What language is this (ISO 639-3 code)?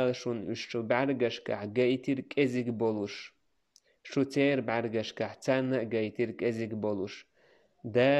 che